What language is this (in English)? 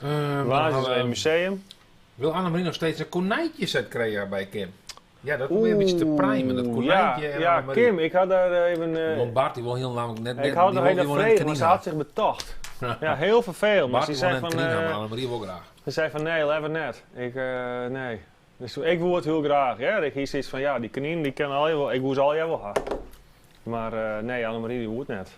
Western Frisian